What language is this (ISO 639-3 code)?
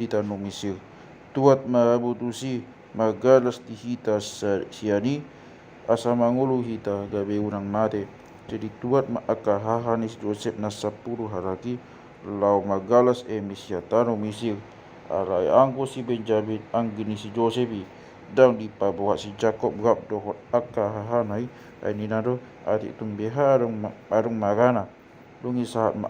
bbc